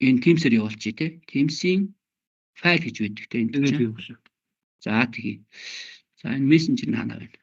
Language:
Mongolian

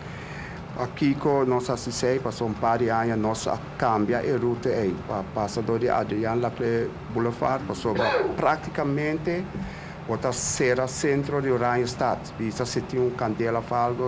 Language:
Papiamento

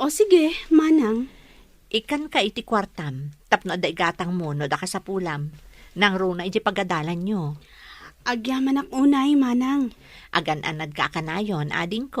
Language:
Iloko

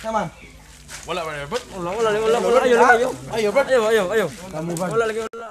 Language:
Cebuano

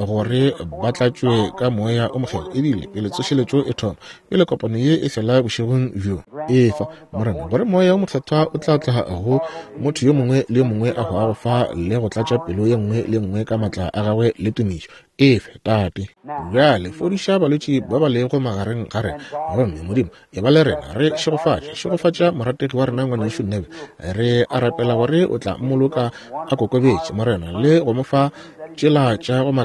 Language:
Northern Sotho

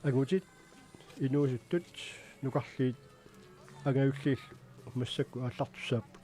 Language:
Kalaallisut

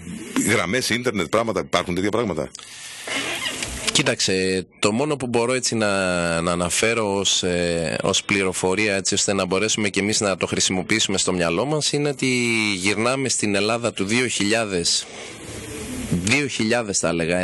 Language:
Greek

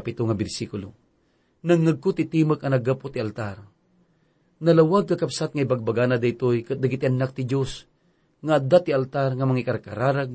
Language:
Iloko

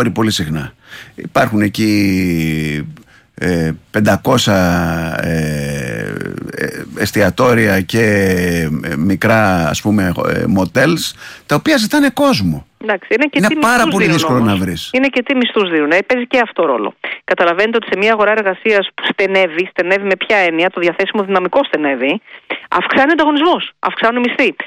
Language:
Greek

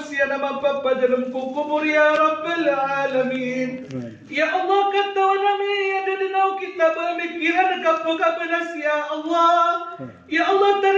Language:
Maranao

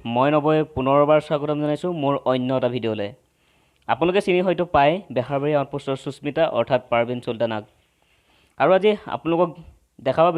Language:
Assamese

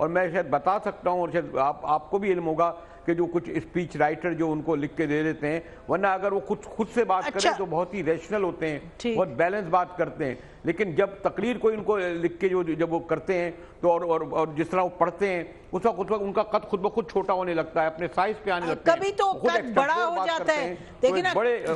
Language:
Urdu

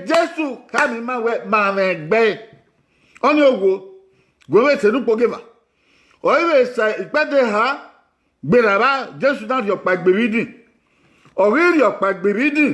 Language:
Bini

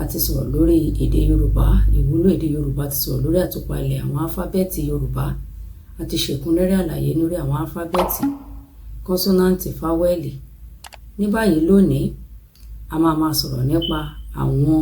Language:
Yoruba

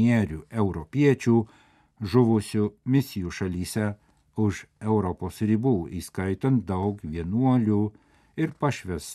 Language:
Lithuanian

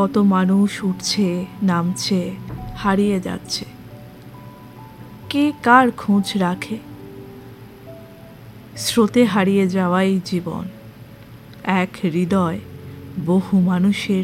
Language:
Bangla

